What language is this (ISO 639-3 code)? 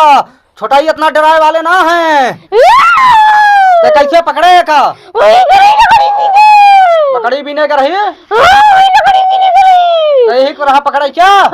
awa